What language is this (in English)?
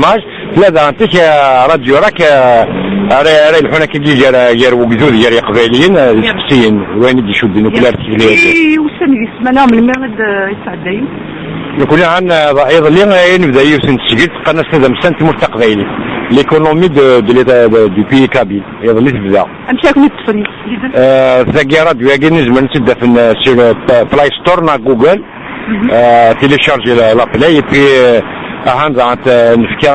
Kabyle